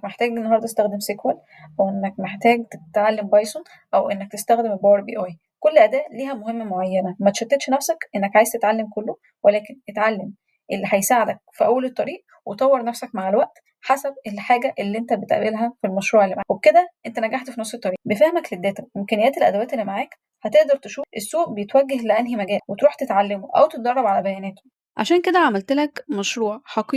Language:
Egyptian Arabic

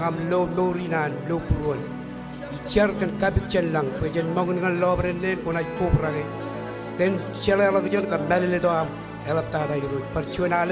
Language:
Marshallese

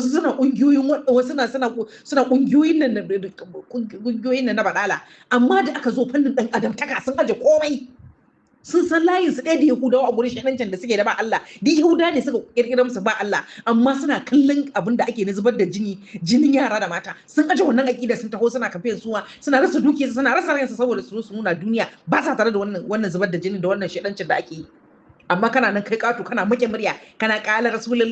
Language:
Hausa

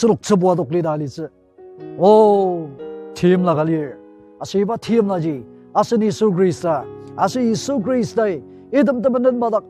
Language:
Ao Naga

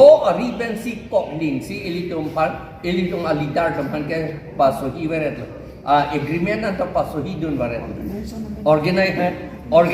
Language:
Karbi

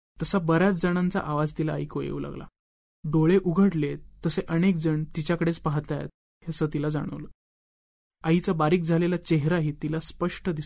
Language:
Marathi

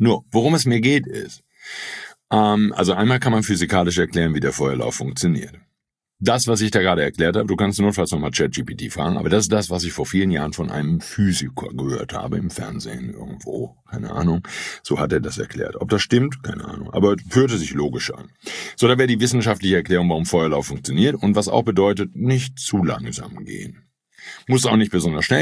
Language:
German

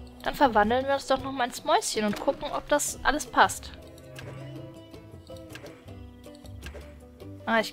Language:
German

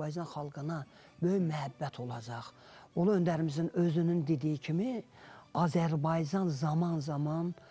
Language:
Azerbaijani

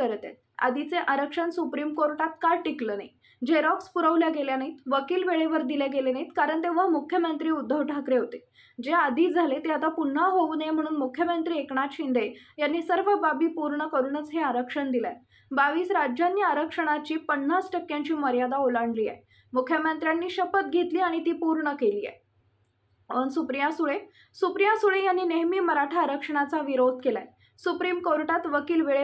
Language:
Marathi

